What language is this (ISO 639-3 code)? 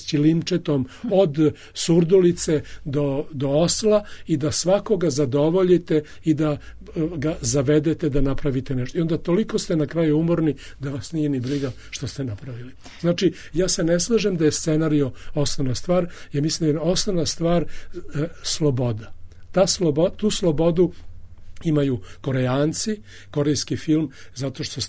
srp